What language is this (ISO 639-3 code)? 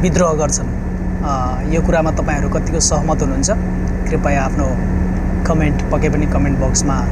nep